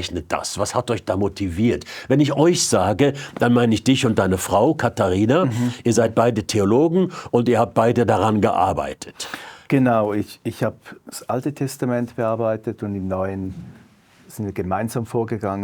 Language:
Swiss German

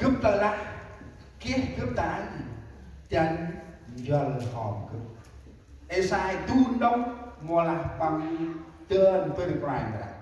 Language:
Central Mnong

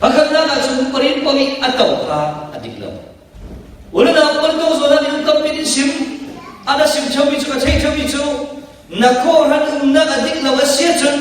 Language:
Falam Chin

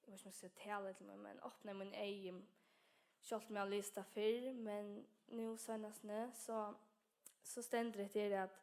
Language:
Faroese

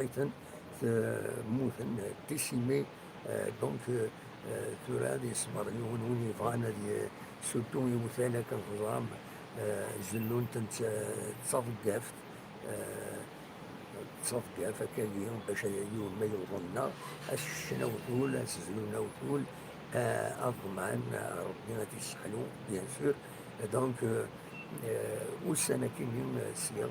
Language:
Kabyle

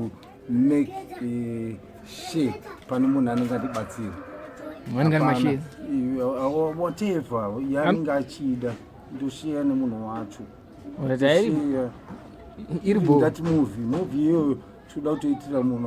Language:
Shona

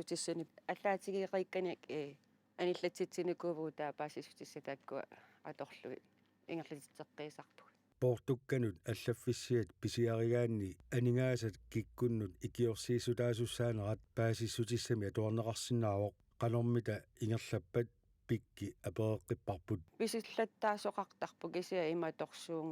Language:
Kalaallisut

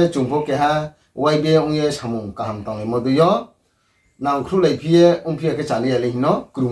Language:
Riang (India)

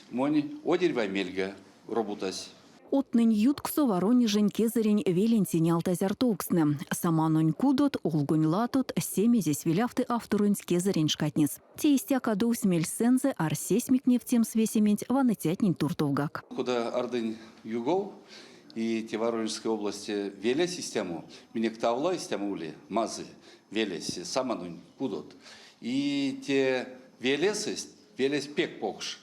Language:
Erzya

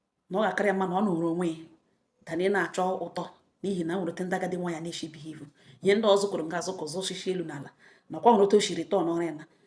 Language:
Igbo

